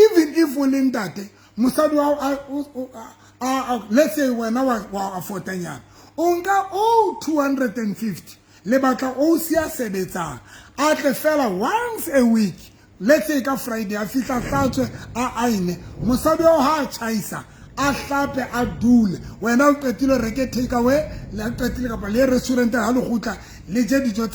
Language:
Southern Sotho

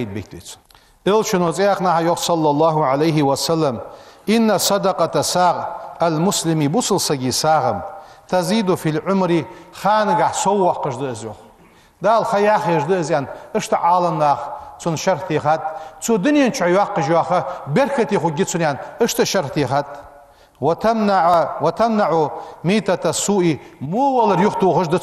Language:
Ingush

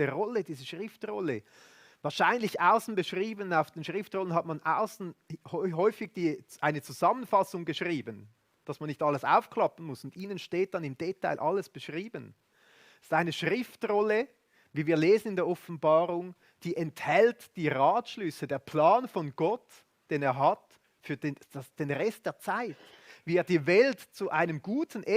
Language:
Swiss German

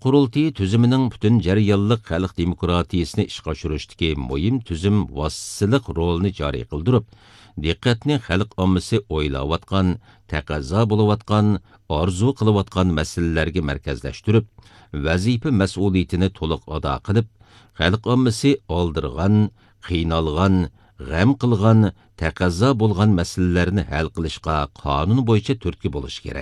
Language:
Uyghur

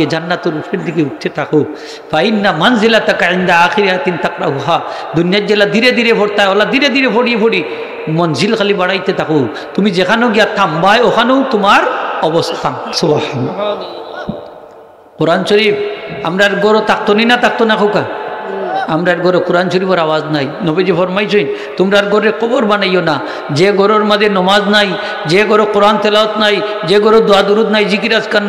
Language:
Sylheti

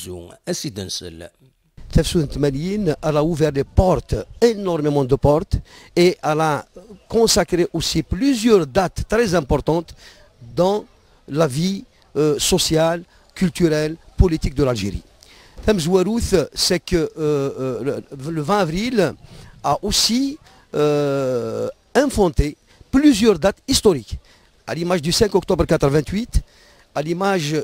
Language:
Kabyle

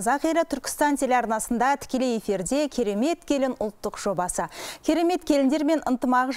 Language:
Kazakh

